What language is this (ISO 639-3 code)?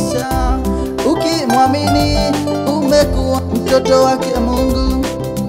swa